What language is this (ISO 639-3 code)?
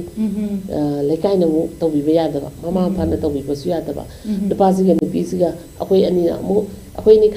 mni